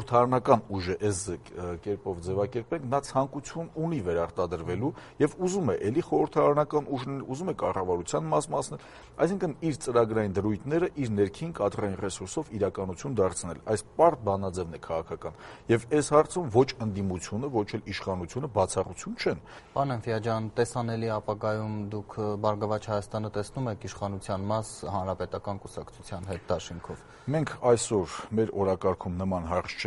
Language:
Armenian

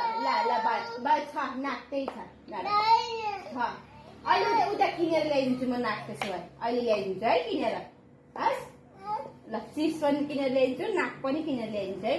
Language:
Nepali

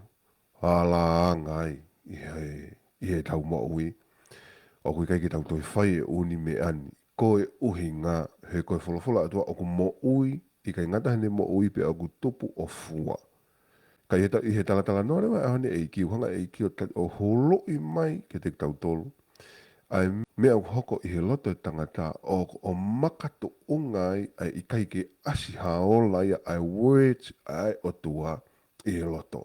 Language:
Tongan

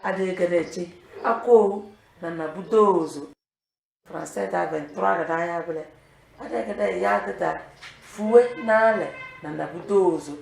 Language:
Tem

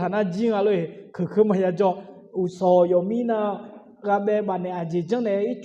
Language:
Akha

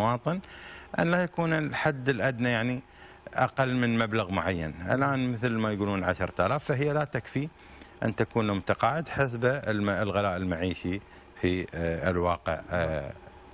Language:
Arabic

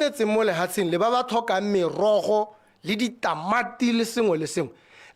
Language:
Tswana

